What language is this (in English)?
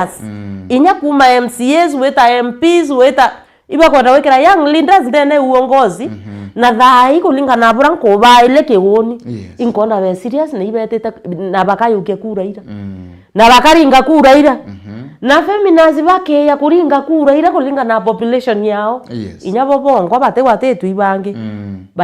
Meru